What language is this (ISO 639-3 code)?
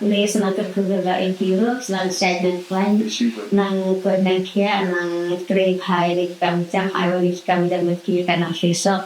kha